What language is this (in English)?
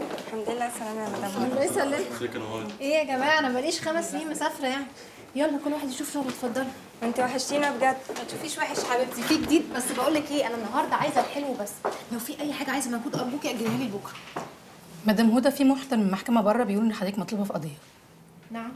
Egyptian Arabic